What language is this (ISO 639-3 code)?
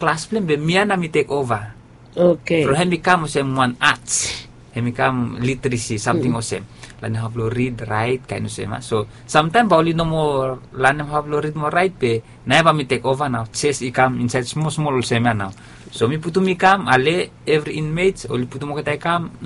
bis